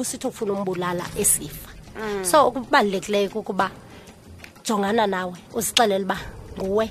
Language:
Xhosa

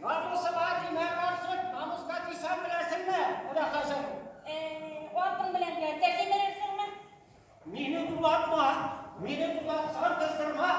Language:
Bashkir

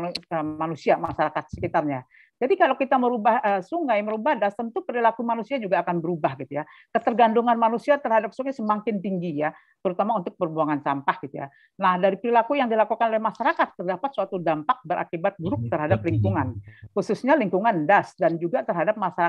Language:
Indonesian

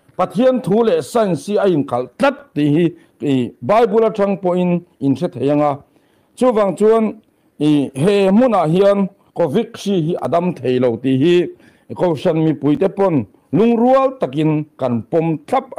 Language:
Mizo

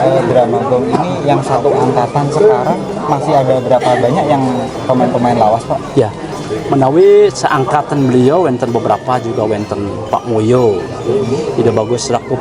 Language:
Balinese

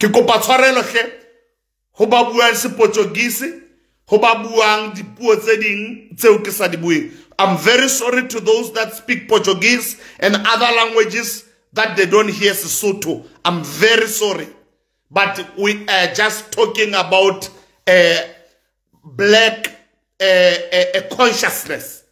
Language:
Southern Sotho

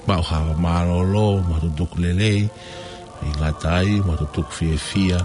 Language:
Tongan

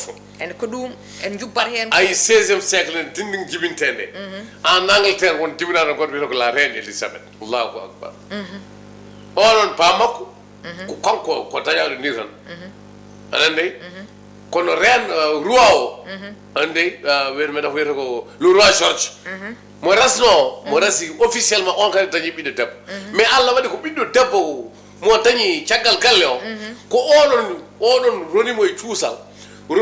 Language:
Fula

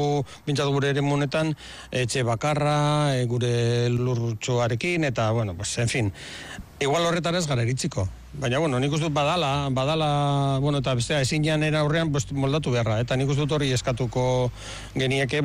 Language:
Basque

